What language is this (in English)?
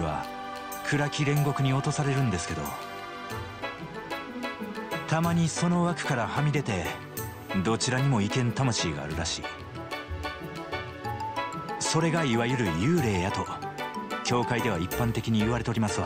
Japanese